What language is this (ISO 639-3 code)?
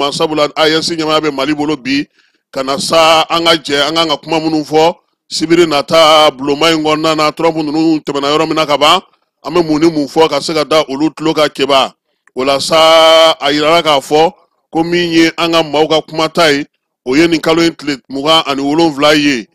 bam